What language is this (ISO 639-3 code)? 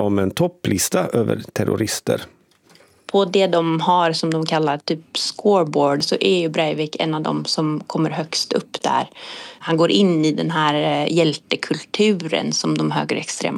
swe